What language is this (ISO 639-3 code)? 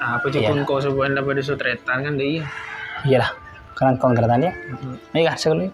mad